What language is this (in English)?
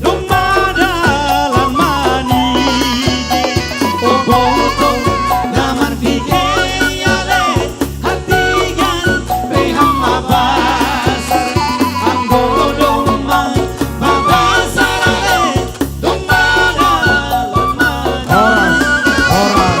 Batak Simalungun